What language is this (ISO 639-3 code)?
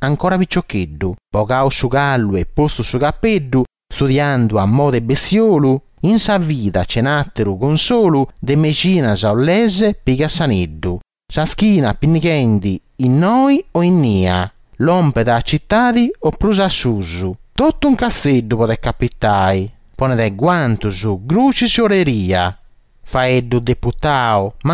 srd